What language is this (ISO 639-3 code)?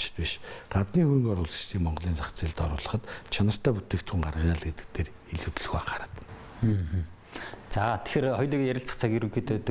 mon